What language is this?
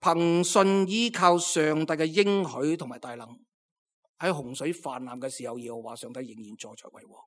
Cantonese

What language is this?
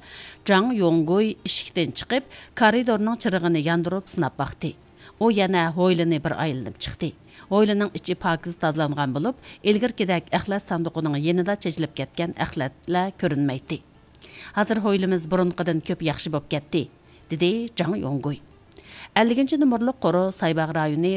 Uyghur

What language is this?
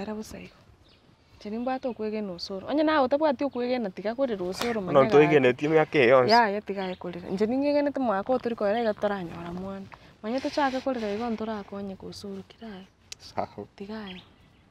Gusii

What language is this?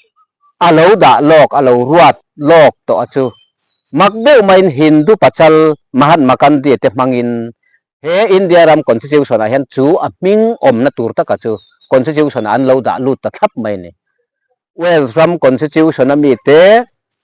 Mizo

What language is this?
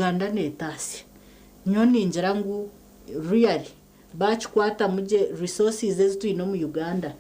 Nyankole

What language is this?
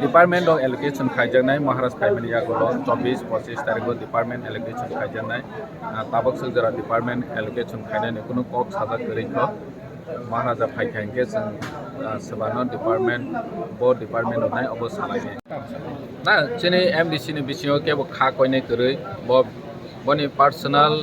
Kok Borok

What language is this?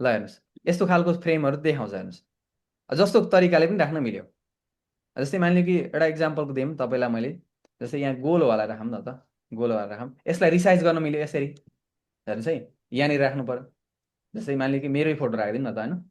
Nepali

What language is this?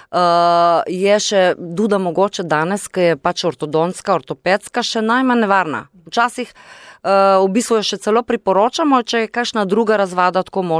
Slovenian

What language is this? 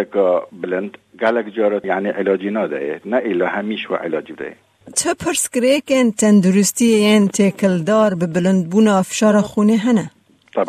Kurdish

